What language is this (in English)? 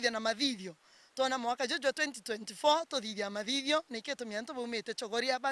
Meru